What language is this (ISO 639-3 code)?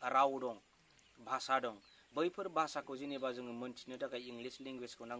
brx